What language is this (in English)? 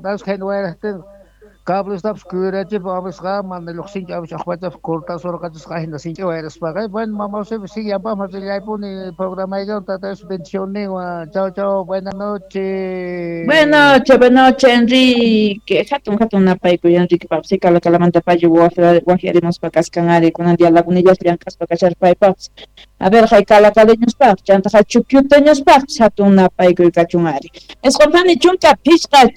South Bolivian Quechua